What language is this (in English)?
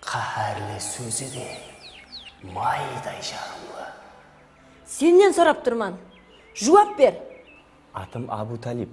Kara-Kalpak